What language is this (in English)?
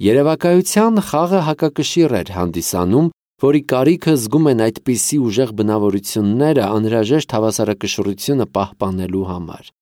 Armenian